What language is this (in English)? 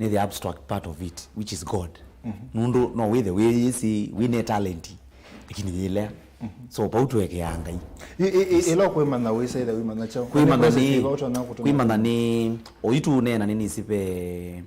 Kamba